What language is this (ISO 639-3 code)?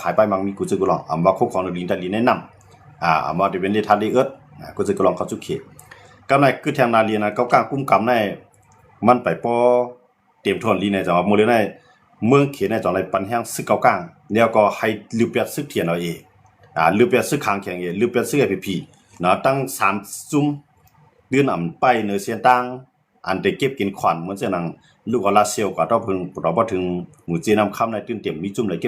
shn